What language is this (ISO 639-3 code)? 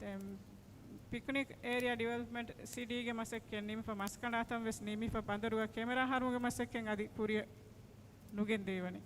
div